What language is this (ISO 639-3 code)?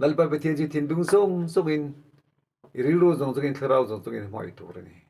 lus